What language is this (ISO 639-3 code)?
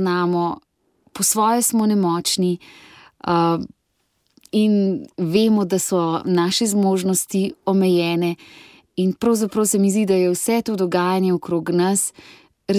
slv